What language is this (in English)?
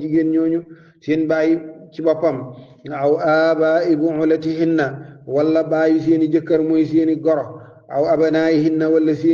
Wolof